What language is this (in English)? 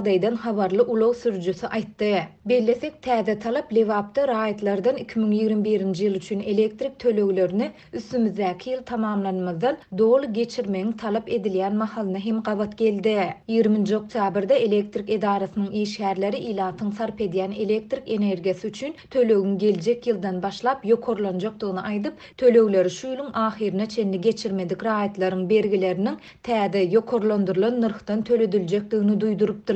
Turkmen